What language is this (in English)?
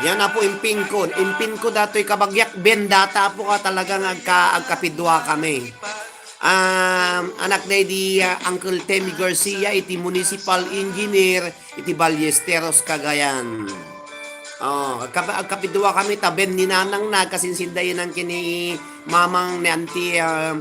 Iloko